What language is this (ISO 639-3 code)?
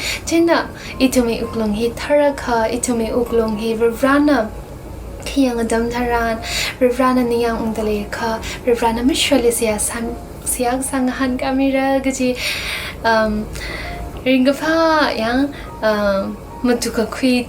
nmf